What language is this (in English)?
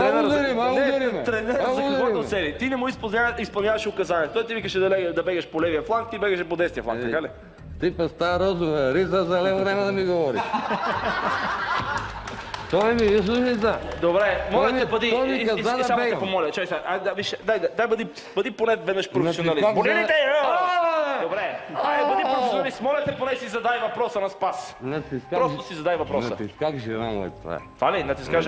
Bulgarian